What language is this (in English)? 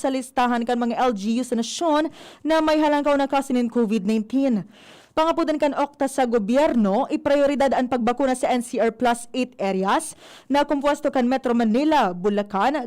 Bikol